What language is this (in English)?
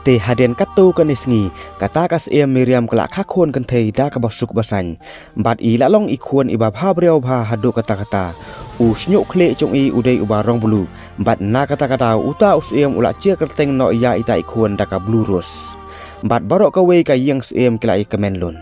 Khasi